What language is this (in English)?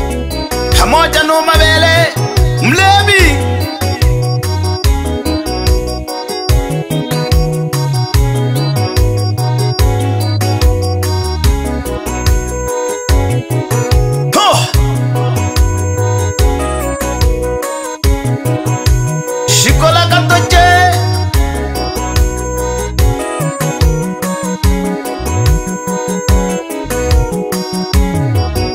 Swahili